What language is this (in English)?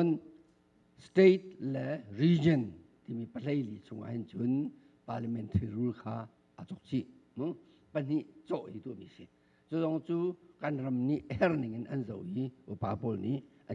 Hakha Chin